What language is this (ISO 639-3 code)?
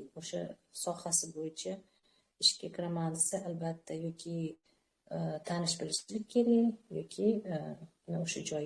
uzb